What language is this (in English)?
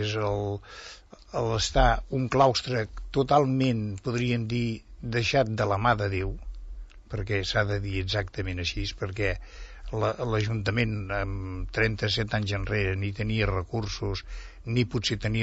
Catalan